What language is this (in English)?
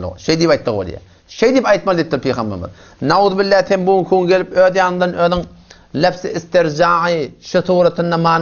Turkmen